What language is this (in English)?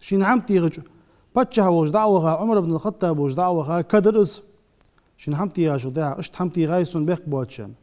Ingush